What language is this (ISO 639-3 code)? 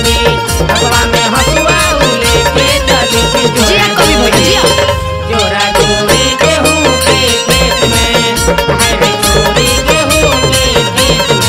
bho